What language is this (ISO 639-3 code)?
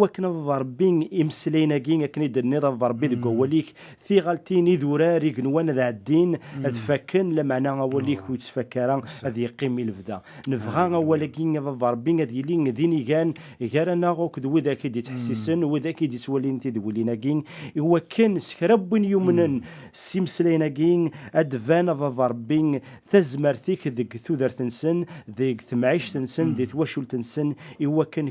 kab